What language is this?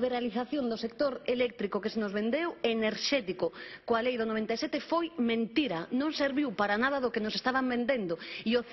Galician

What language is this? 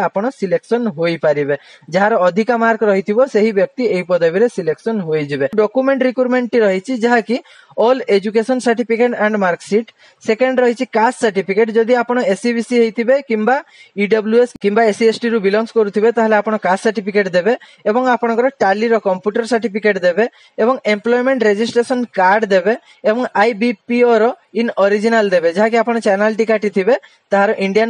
Odia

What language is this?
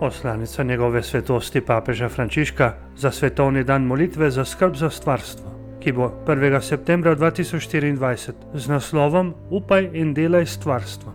Slovenian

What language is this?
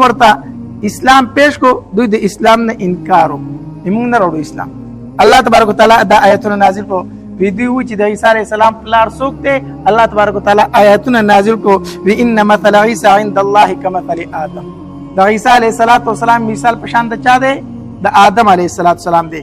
Pashto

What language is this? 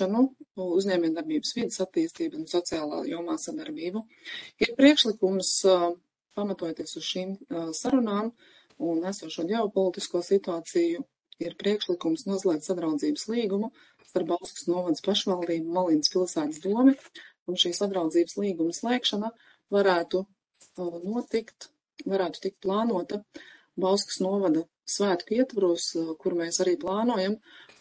Latvian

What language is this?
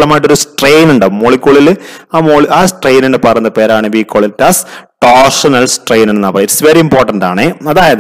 Malayalam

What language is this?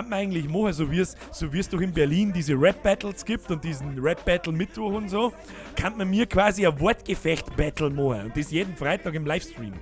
Bavarian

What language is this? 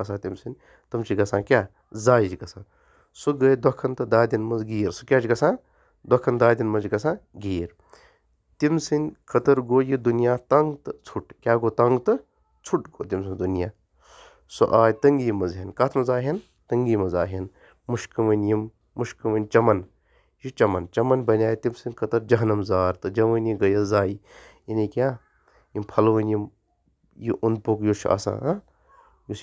Kashmiri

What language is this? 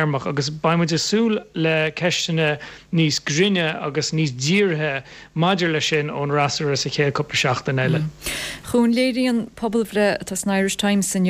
Irish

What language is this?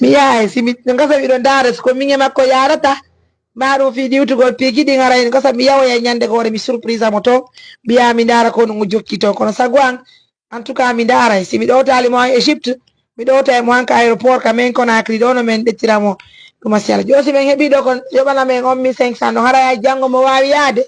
Fula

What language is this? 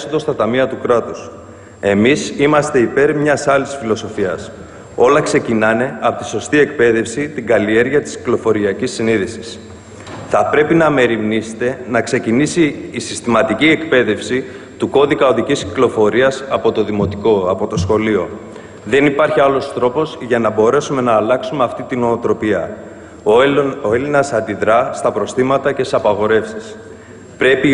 Greek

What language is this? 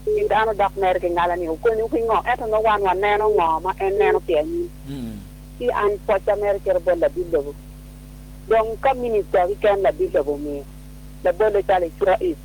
Acoli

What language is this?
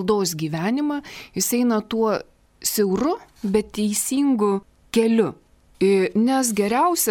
Lithuanian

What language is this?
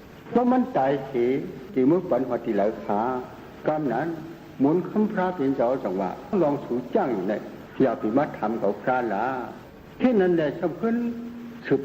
Shan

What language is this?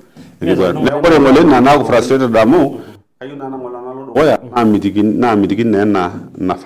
Masai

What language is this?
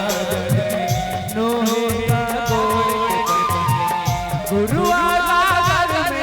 Chhattisgarhi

